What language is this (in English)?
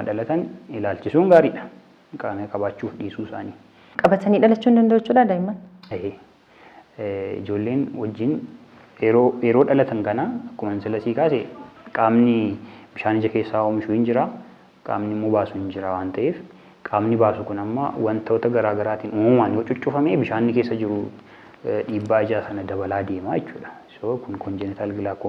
Oromo